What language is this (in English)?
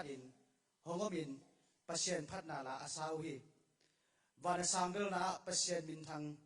Tedim Chin